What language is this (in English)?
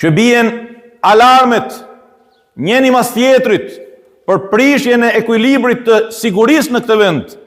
Albanian